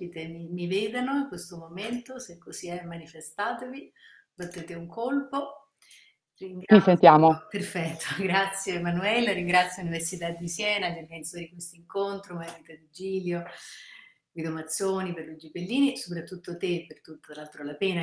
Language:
Italian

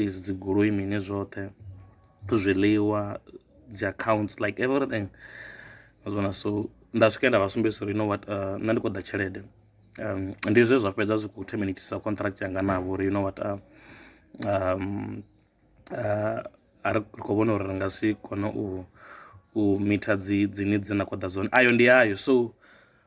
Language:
Venda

